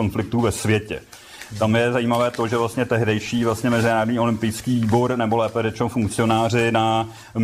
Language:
Czech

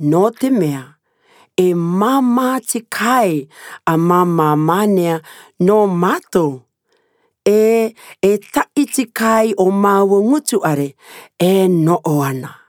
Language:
Rarotongan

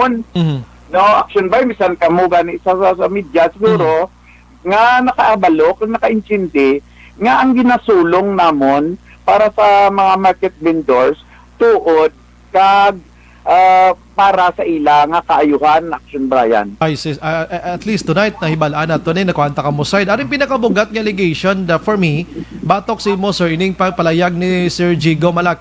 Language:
Hiligaynon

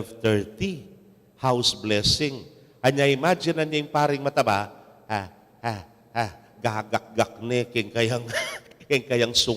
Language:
Pampanga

